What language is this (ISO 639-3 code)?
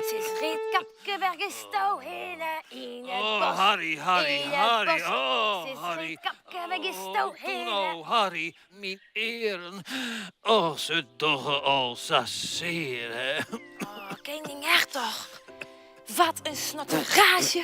fry